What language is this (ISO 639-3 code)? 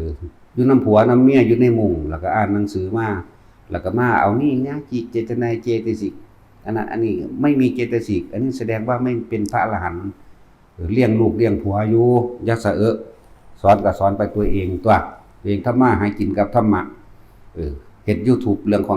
tts